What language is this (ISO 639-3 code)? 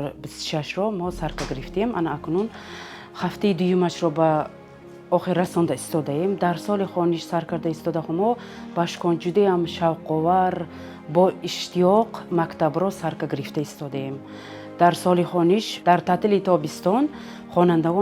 tgk